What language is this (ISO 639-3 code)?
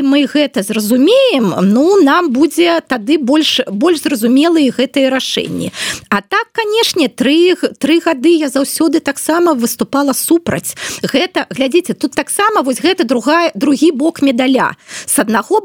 bel